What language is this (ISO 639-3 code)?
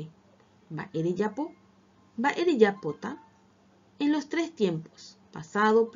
grn